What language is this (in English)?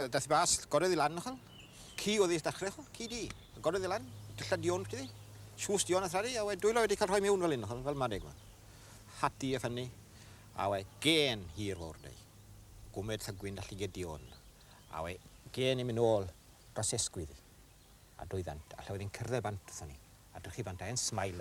Welsh